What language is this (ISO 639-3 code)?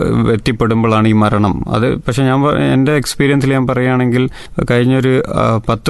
mal